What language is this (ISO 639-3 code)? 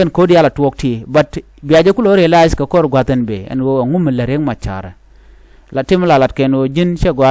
nus